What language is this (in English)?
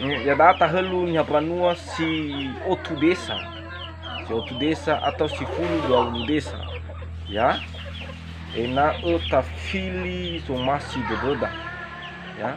Nias